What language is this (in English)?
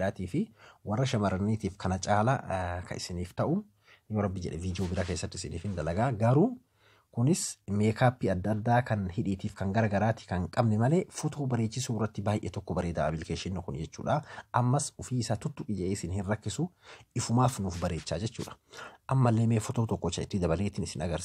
Oromo